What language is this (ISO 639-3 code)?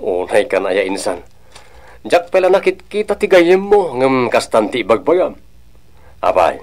ilo